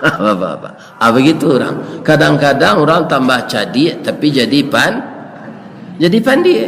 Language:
Minangkabau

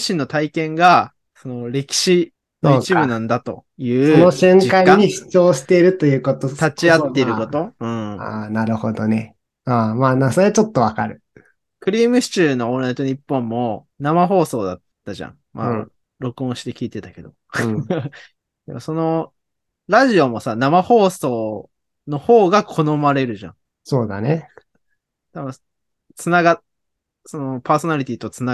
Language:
Japanese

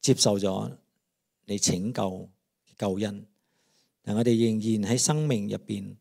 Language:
Cantonese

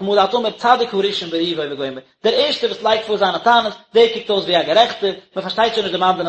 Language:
Yiddish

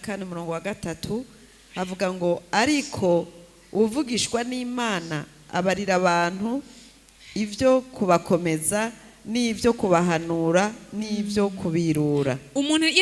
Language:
Rundi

